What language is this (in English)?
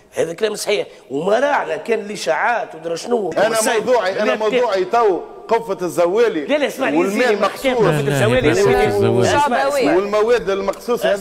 Tunisian Arabic